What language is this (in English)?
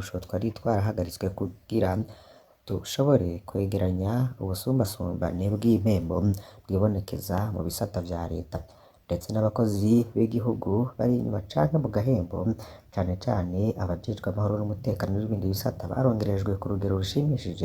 Rundi